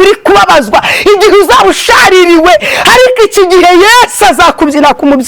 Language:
Kinyarwanda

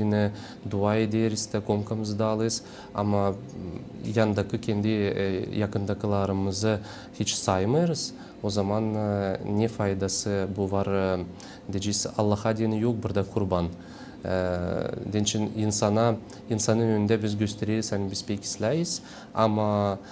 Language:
Gagauz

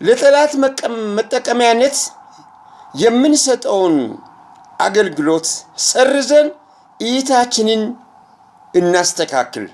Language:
Amharic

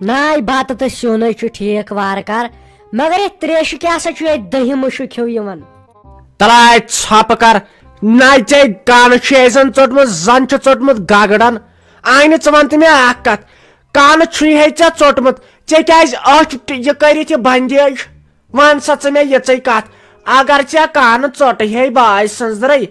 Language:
Kashmiri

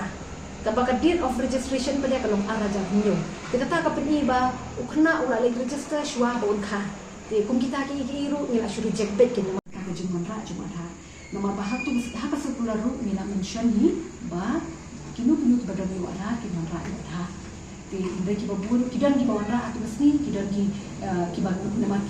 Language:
Khasi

